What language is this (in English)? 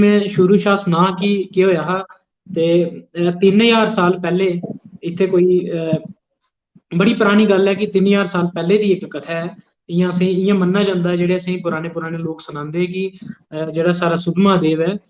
Dogri